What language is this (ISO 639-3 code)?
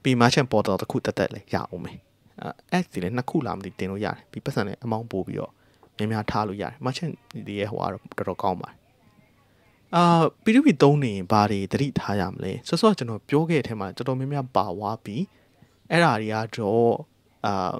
mya